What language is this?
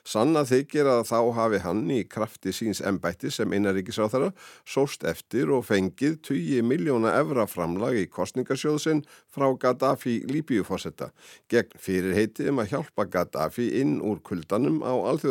Icelandic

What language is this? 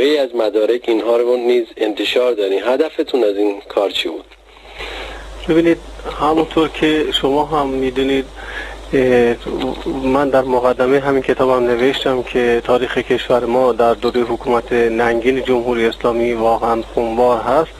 Persian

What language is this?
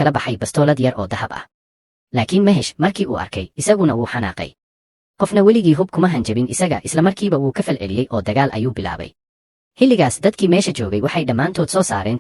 Somali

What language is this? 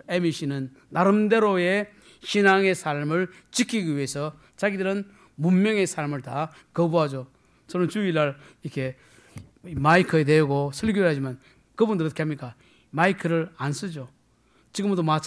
Korean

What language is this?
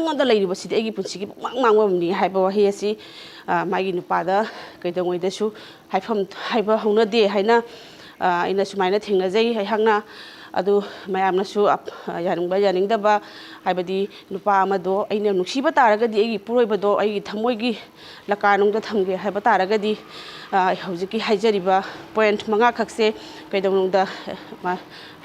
Manipuri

